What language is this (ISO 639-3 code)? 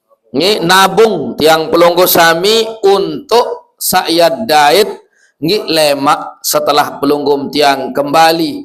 sas